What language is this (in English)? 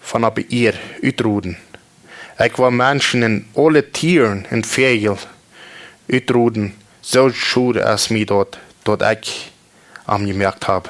Plautdietsch